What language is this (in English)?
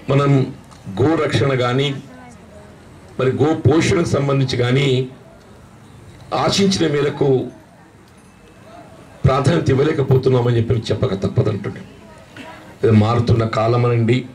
Telugu